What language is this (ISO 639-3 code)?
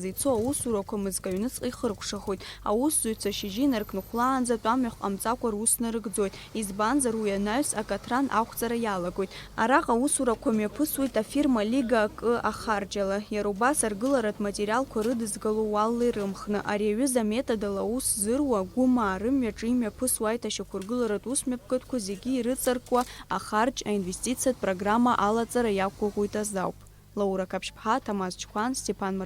abk